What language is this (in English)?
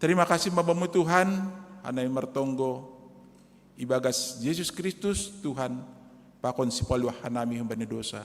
Batak Simalungun